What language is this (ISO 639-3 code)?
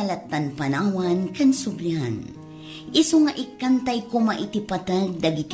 ilo